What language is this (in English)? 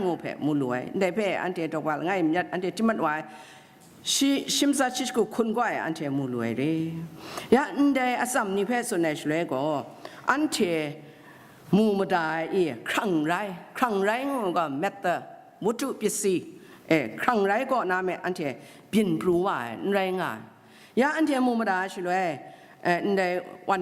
Kachin